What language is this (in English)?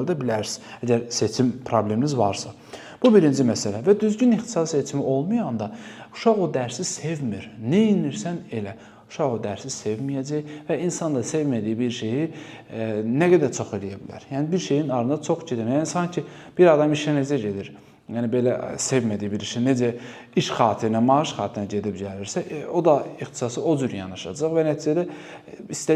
Azerbaijani